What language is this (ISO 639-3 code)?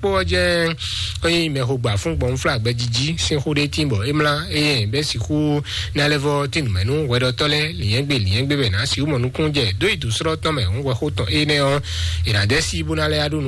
fon